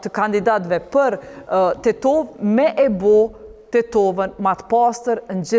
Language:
Albanian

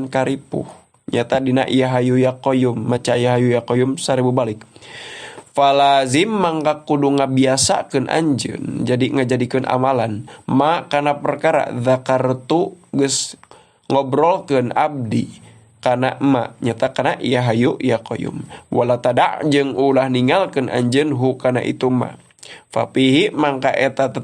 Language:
Sundanese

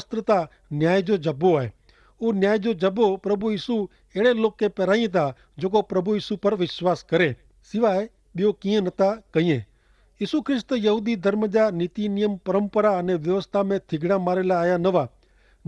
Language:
Kachhi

